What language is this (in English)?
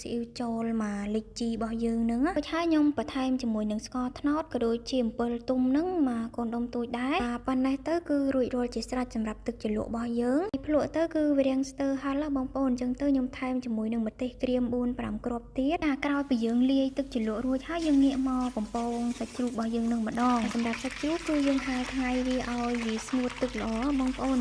Khmer